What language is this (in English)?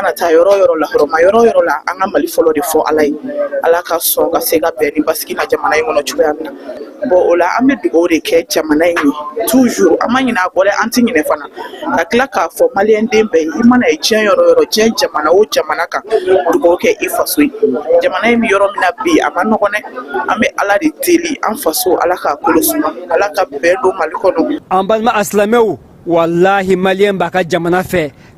Bambara